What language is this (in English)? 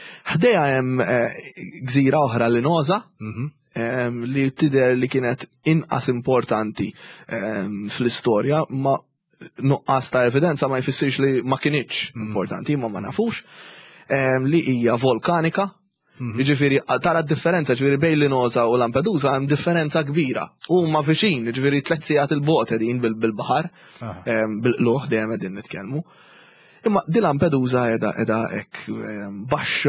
Maltese